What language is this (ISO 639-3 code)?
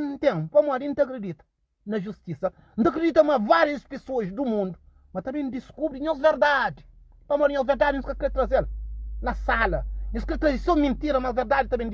kea